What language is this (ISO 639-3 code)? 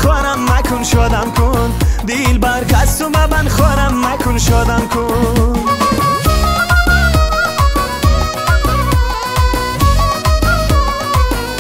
fas